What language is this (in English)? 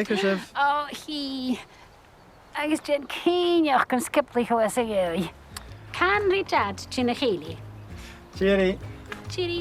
Scottish Gaelic